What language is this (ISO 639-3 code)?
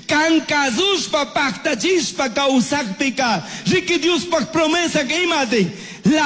qug